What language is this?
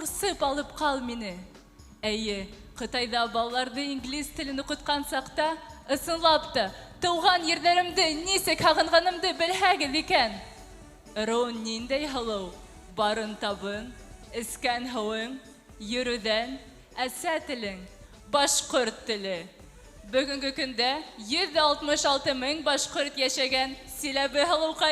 Bashkir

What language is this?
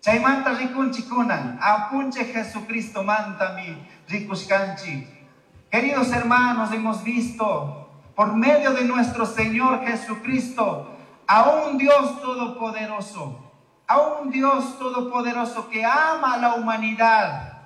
Chimborazo Highland Quichua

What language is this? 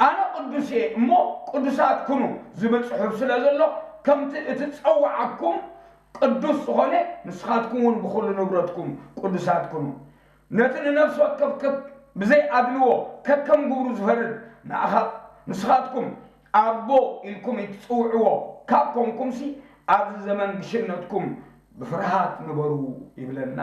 Tigrinya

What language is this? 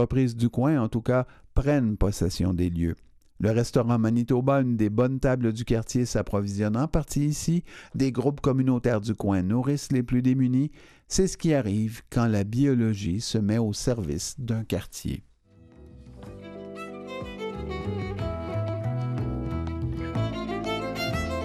French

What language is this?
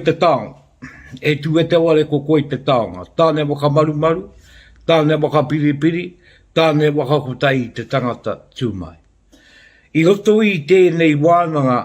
Māori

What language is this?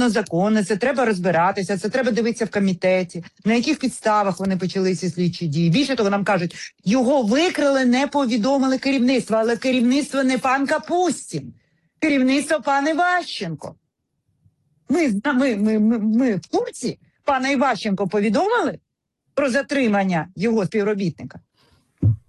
Ukrainian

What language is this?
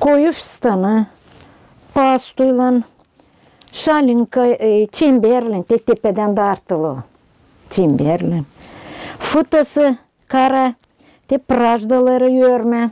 Gagauz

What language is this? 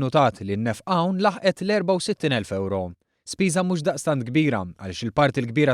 Maltese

